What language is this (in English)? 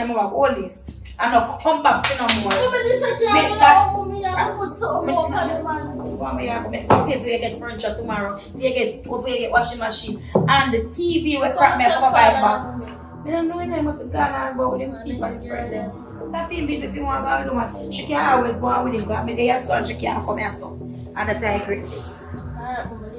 Jamaican Creole English